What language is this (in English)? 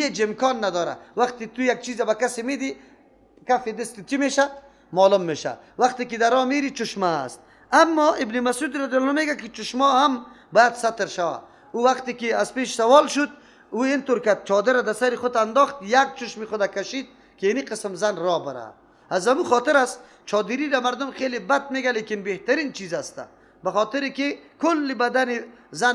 Persian